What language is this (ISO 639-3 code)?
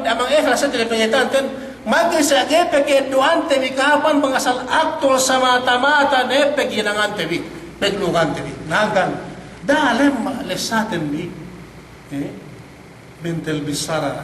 yka